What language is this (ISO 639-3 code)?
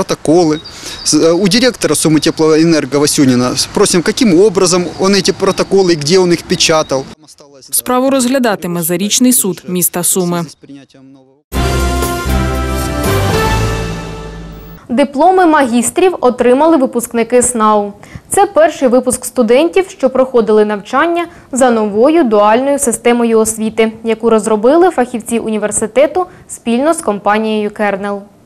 ukr